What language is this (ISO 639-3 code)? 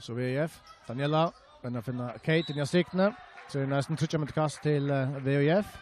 fao